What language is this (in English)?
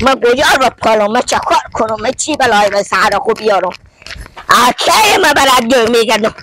Persian